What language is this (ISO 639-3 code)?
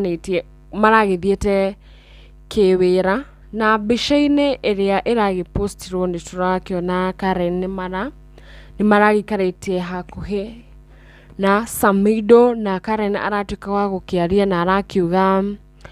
kik